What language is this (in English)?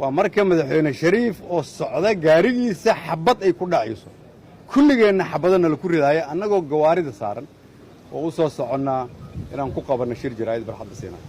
Somali